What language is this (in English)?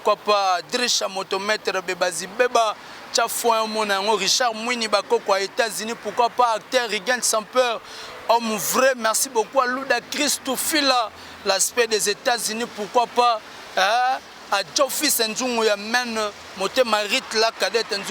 Lingala